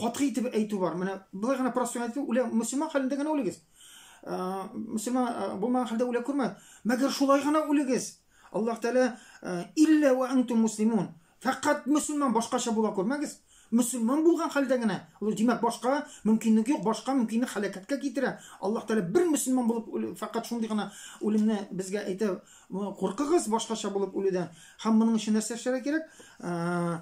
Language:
Tatar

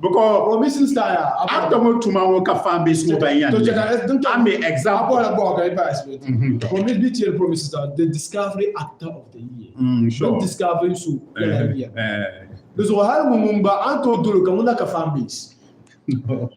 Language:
Dagbani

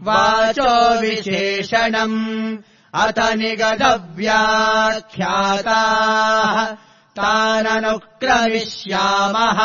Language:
Sanskrit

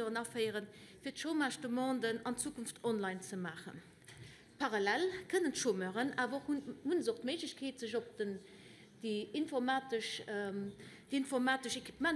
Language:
Luxembourgish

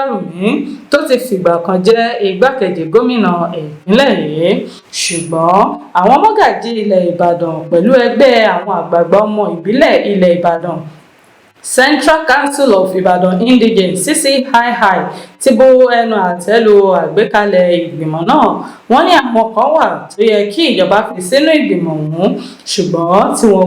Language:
Yoruba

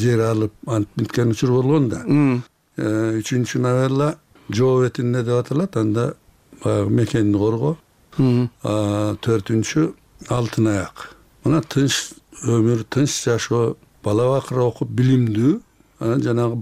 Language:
Kyrgyz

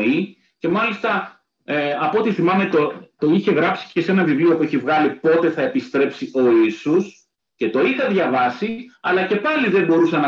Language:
Greek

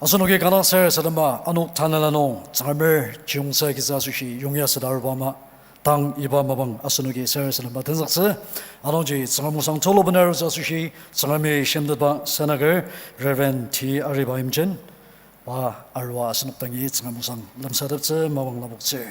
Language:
Ao Naga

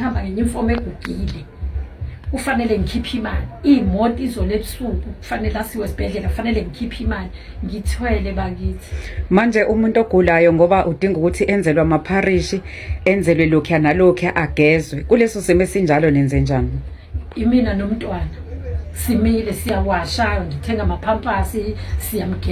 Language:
Zulu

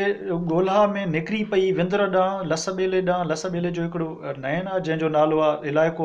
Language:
Sindhi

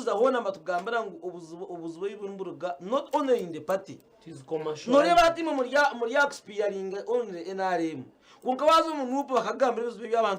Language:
Nyankole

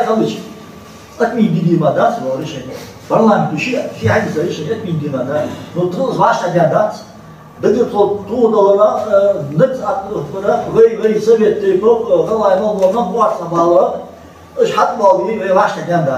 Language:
Ingush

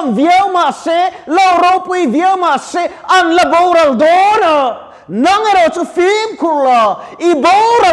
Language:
Mizo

